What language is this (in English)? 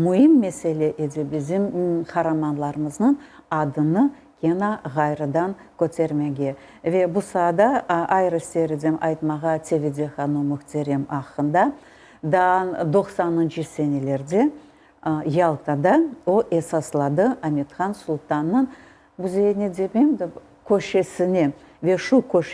Crimean Tatar